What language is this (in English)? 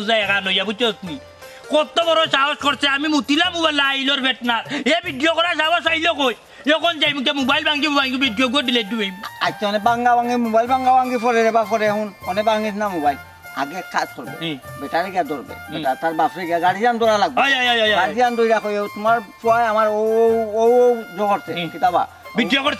Sylheti